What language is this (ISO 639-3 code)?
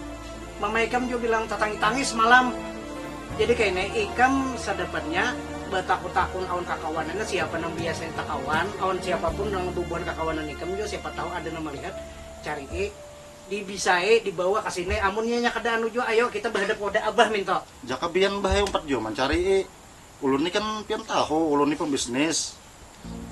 bjn